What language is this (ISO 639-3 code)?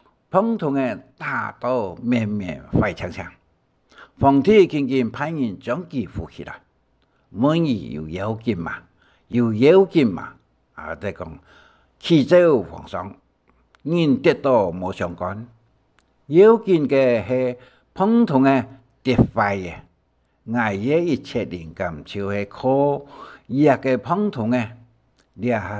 hak